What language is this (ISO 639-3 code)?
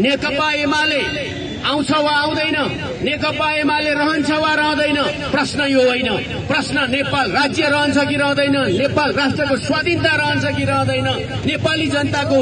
nep